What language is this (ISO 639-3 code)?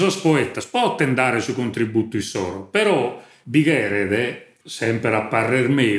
srd